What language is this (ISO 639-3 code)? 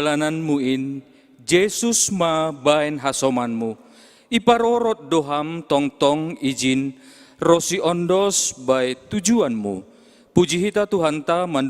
bts